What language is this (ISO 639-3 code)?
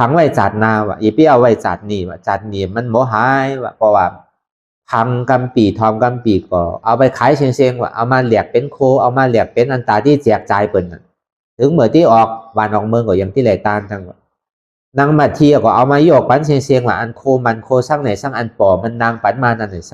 shn